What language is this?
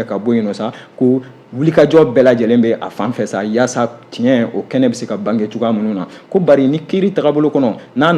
Bambara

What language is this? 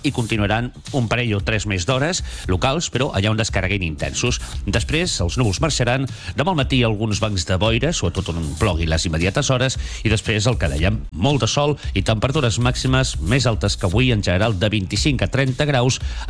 Catalan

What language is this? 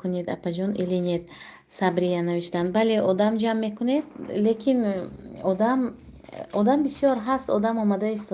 Tajik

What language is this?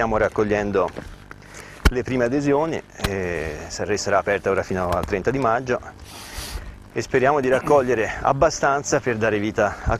Italian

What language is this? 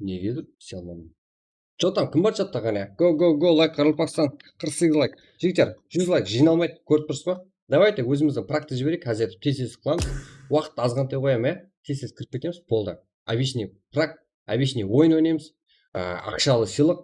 Kara-Kalpak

